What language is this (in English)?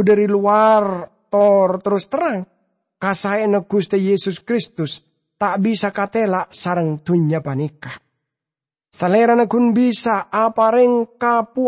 Madurese